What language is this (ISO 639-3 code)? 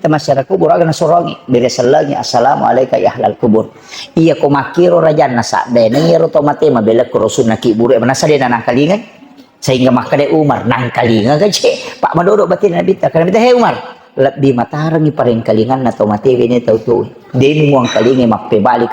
bug